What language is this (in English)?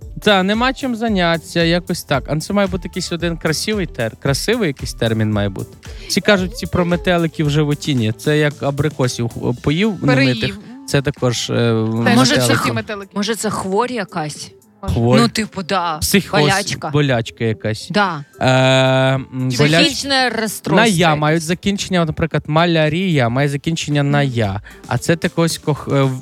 Ukrainian